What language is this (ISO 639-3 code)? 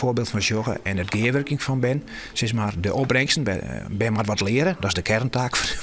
fry